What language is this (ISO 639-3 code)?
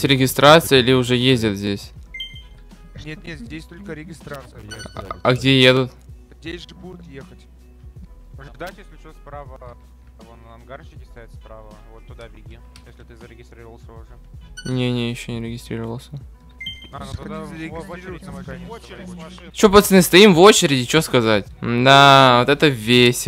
rus